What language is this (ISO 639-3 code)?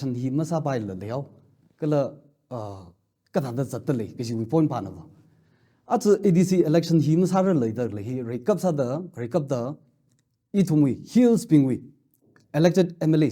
nmf